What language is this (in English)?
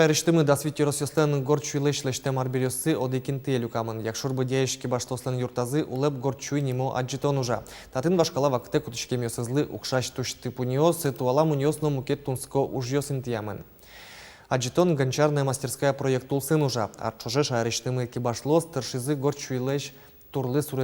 Udmurt